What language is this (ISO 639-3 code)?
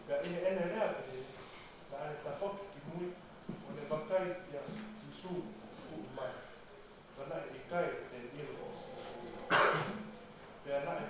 ton